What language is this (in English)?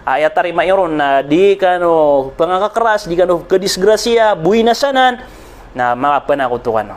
Maranao